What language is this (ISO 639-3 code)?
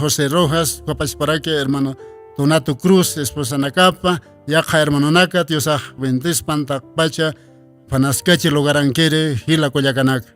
aym